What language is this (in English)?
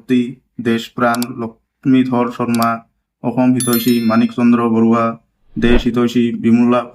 Assamese